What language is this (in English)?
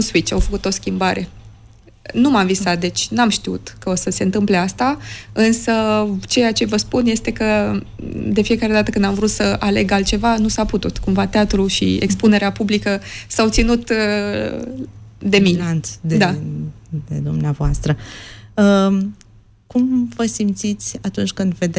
Romanian